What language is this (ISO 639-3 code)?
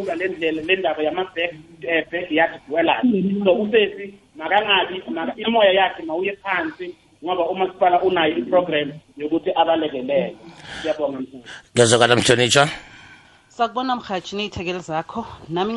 nbl